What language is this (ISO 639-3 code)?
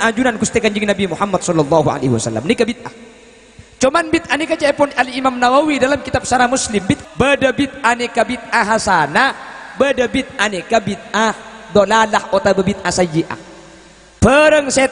mad